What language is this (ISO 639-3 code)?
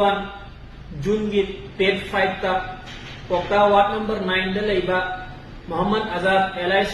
mni